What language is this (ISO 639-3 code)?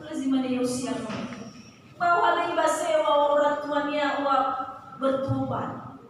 nia